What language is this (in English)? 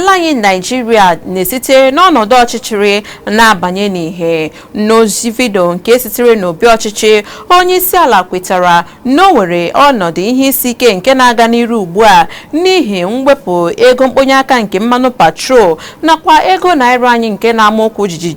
Igbo